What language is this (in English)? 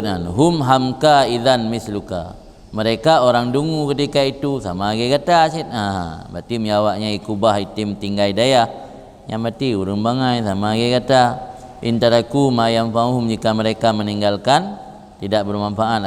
Achinese